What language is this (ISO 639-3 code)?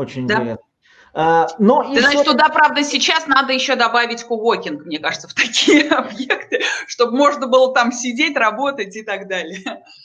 rus